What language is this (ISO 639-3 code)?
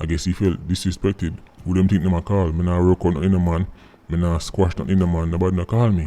jam